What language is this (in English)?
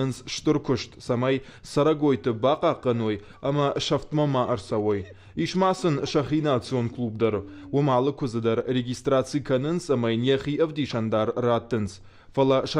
Ossetic